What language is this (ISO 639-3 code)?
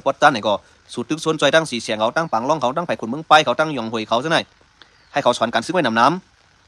shn